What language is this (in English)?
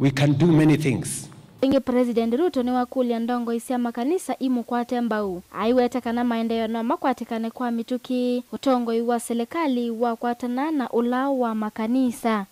Kamba